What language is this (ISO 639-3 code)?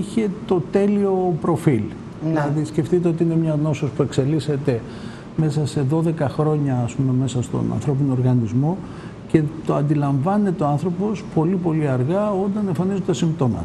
ell